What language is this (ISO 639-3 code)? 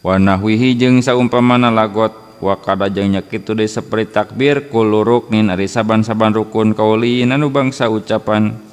sun